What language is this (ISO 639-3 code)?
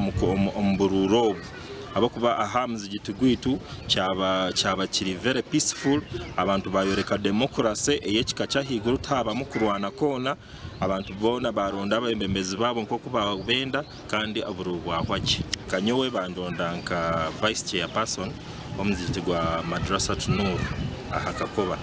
nyn